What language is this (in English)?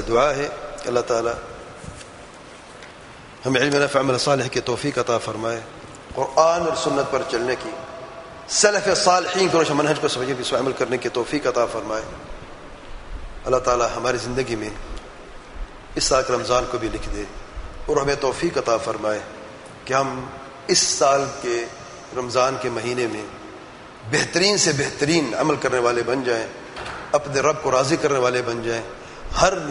Urdu